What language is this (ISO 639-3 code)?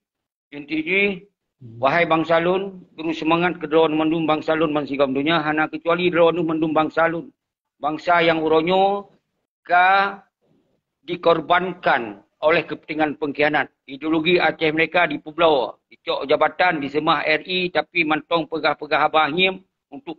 ace